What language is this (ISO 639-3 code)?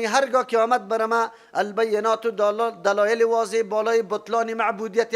fas